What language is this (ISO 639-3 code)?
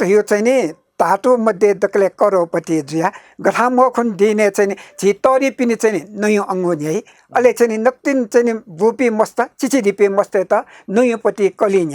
new